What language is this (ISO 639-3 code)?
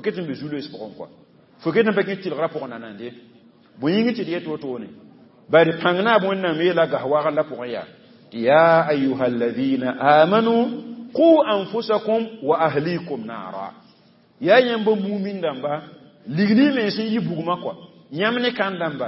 mos